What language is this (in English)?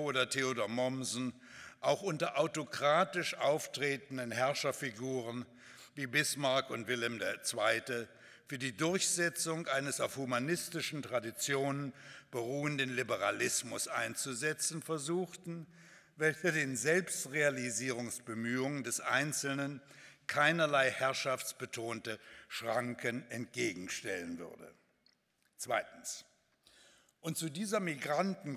German